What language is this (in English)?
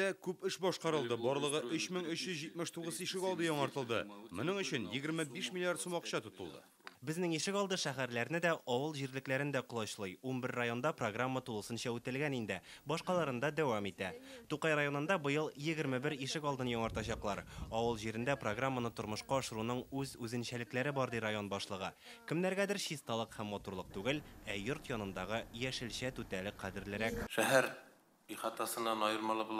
Tatar